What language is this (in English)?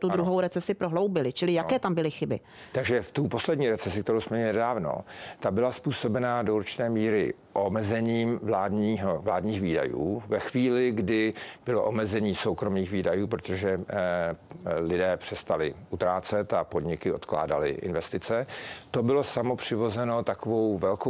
Czech